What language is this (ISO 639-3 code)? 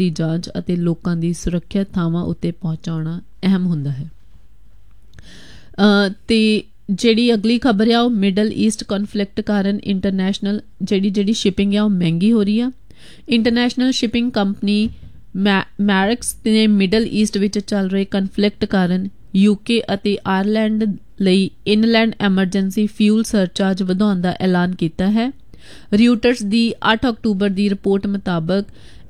pan